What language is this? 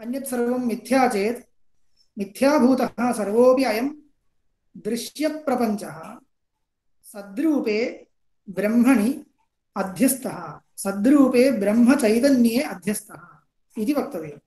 Sanskrit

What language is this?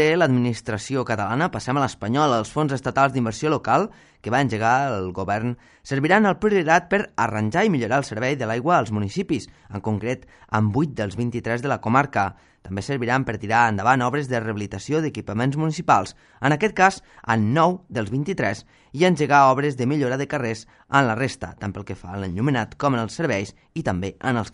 Catalan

